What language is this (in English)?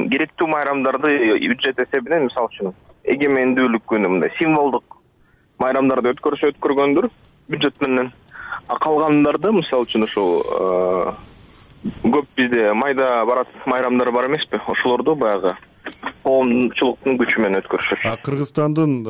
Kyrgyz